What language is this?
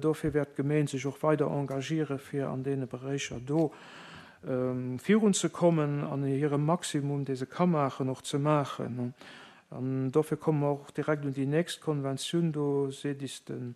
Luxembourgish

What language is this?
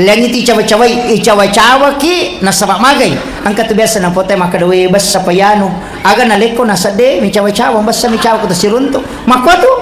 Buginese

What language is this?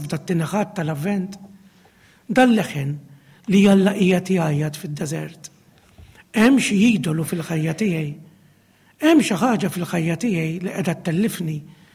Maltese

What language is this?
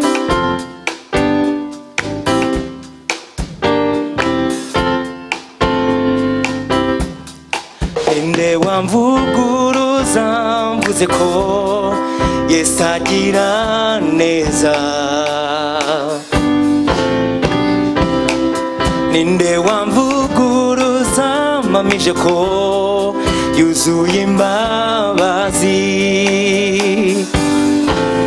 Kinyarwanda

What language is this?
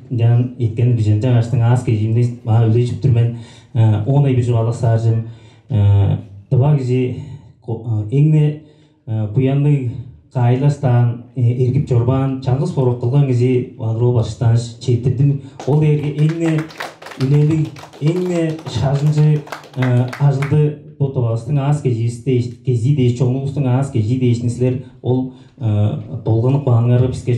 Tuvinian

